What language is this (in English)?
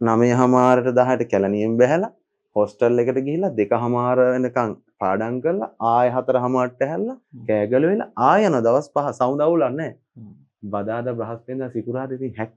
Sinhala